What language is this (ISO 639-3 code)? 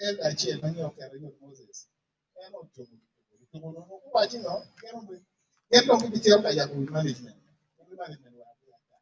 ach